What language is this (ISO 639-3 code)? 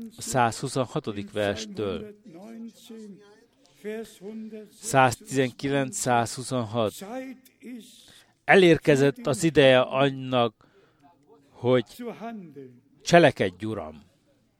hun